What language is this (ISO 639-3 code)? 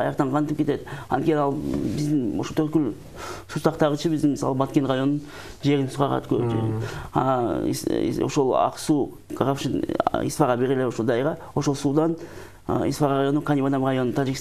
kir